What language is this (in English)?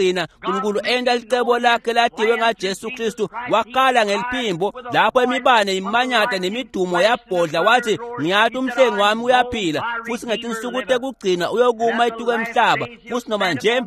Swati